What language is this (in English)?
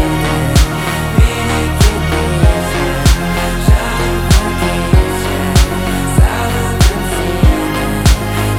Kazakh